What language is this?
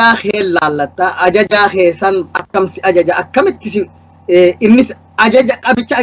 Oromo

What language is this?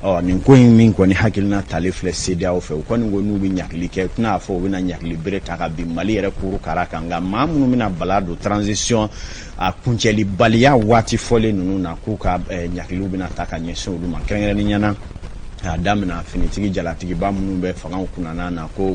Bambara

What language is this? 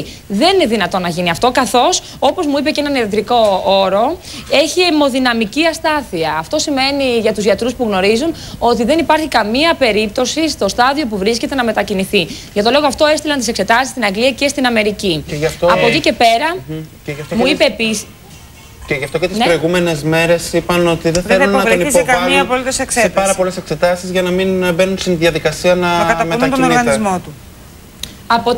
Greek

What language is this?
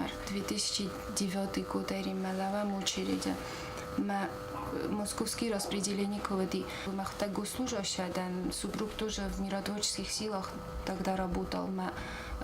Ossetic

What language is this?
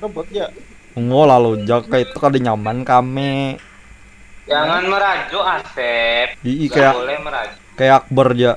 Banjar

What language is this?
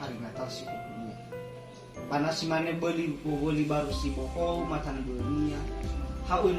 Nias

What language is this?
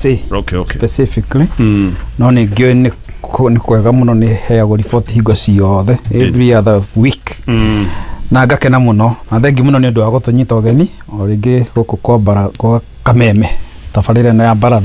Kikuyu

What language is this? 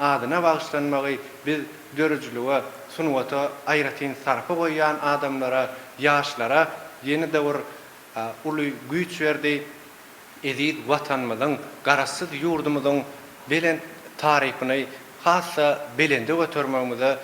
Turkmen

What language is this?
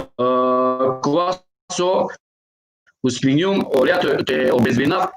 Balkan Romani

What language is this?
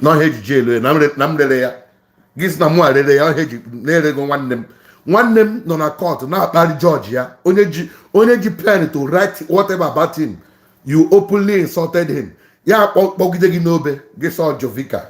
Igbo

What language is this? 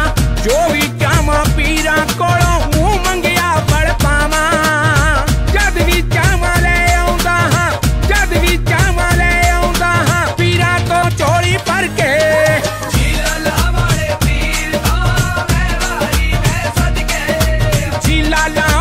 Punjabi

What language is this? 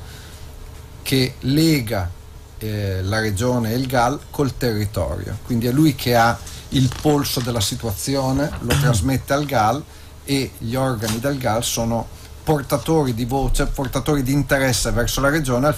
Italian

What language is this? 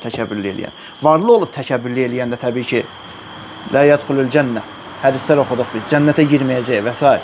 Azerbaijani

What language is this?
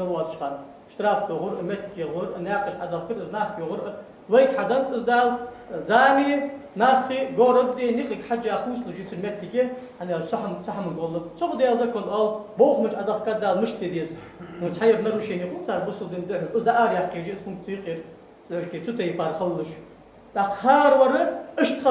Ingush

